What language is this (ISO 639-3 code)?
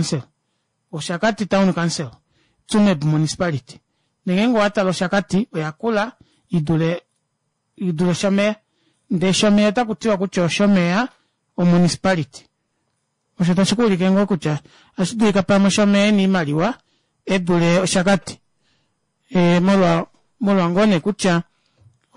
kua